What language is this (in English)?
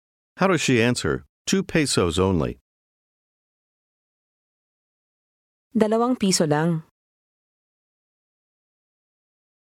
Filipino